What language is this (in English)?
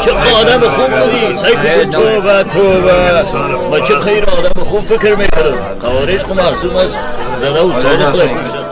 Persian